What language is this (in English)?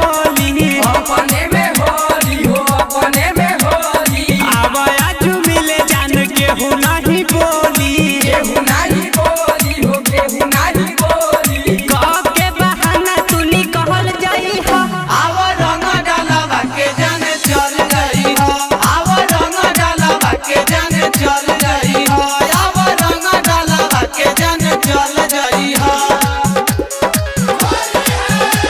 Bhojpuri